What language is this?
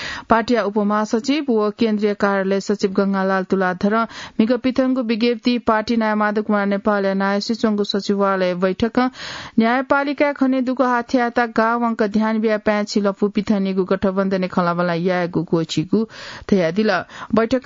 Newari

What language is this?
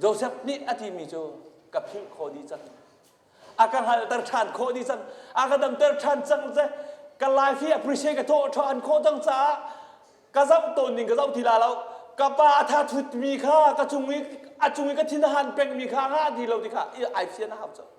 Hakha Chin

